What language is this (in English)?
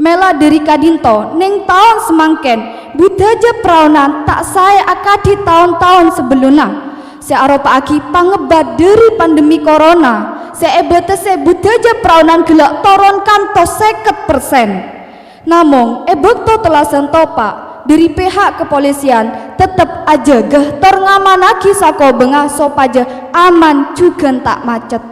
Madurese